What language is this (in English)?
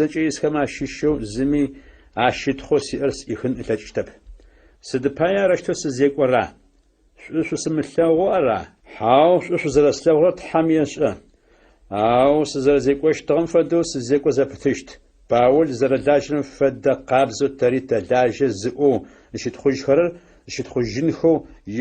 Adyghe